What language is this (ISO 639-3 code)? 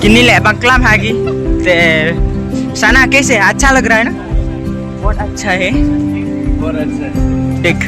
kha